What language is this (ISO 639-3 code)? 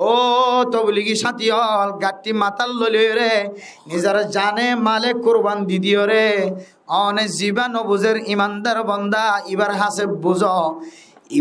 rhg